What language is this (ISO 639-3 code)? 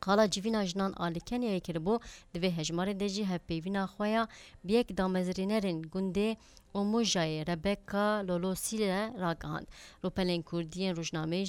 kur